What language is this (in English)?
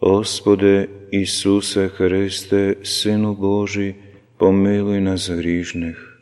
Slovenian